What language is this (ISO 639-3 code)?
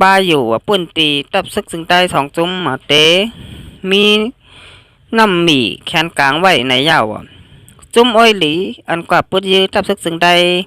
shn